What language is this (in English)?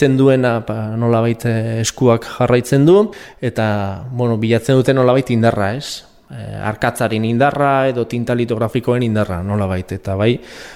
Basque